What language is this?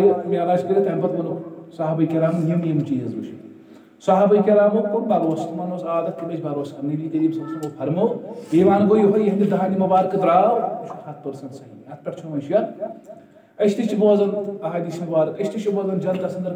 Kashmiri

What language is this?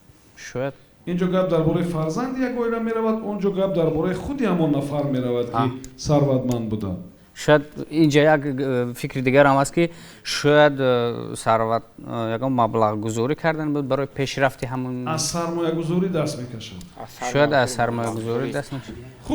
Tajik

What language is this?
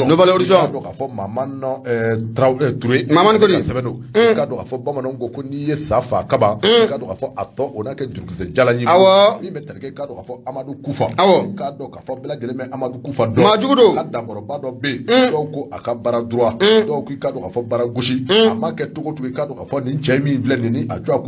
Bambara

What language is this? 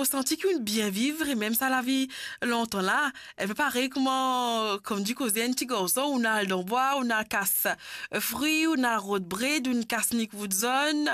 Morisyen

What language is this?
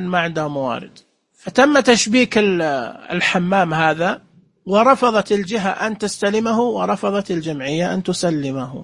Najdi Arabic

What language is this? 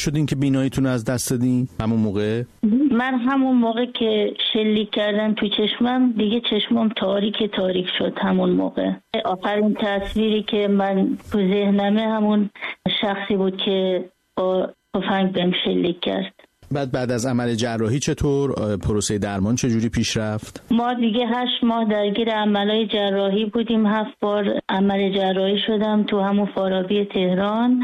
Persian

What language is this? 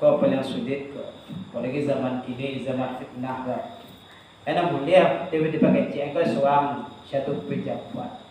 Minangkabau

